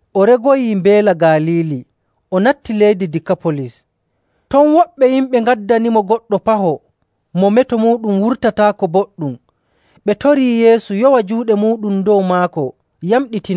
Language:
Nigerian Fulfulde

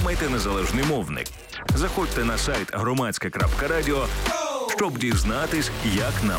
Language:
Ukrainian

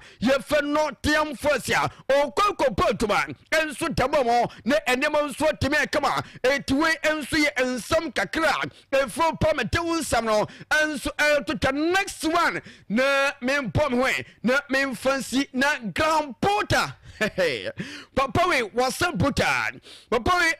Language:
Akan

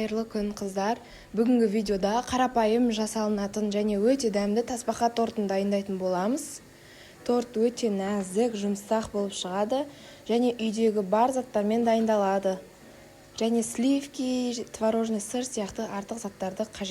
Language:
Kazakh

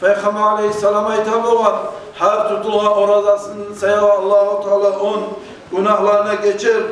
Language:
Kumyk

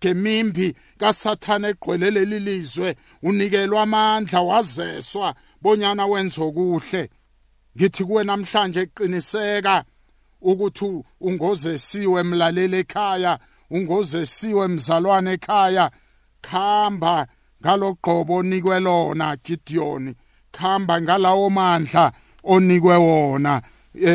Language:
South Ndebele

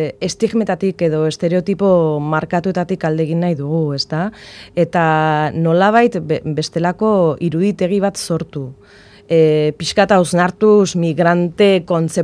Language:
Basque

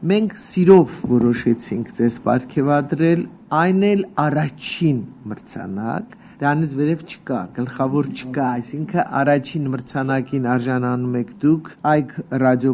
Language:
Armenian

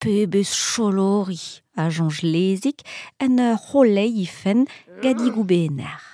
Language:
Breton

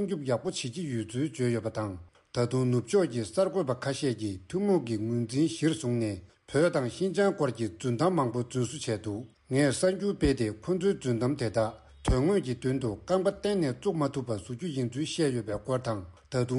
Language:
Tibetan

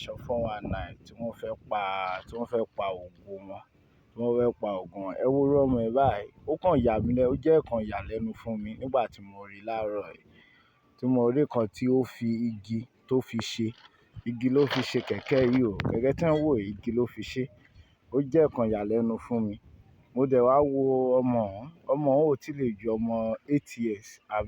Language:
Yoruba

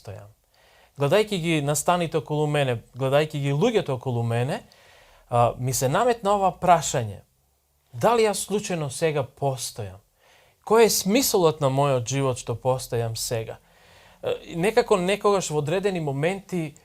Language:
Macedonian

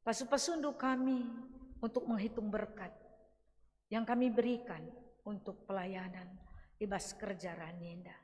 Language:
Batak Karo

